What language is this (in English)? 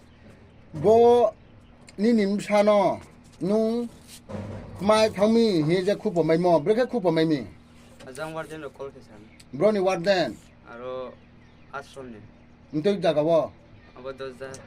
Riang (India)